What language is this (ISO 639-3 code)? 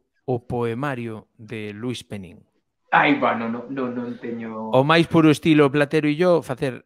glg